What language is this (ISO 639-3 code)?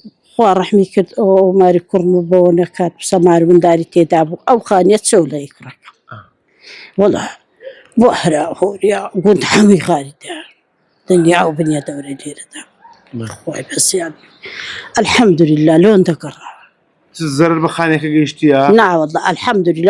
ckb